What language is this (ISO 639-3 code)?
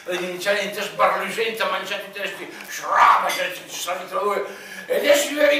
ita